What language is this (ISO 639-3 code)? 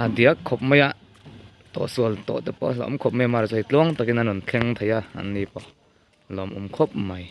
lus